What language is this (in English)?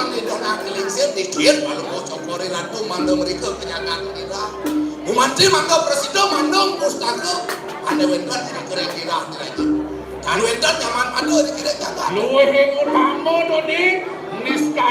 Balinese